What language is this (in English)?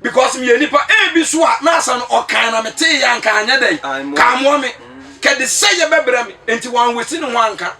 Akan